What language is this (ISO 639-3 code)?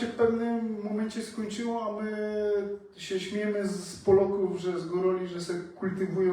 szl